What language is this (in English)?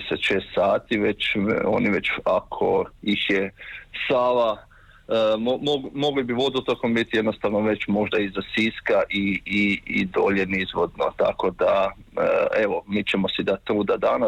Croatian